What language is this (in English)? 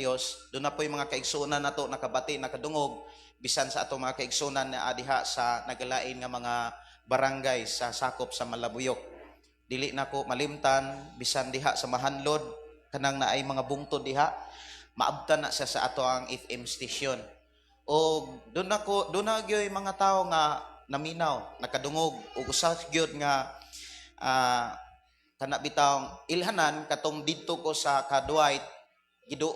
Cebuano